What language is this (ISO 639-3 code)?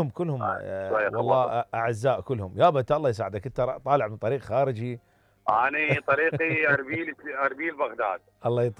acm